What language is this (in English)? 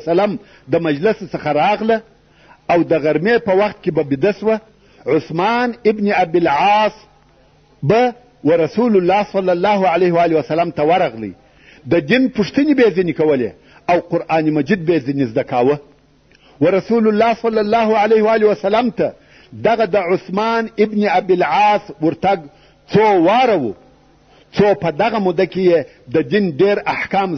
Pashto